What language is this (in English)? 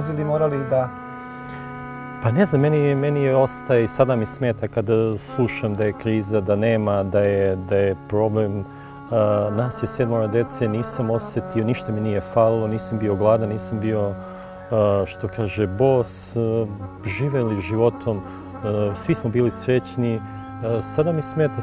Serbian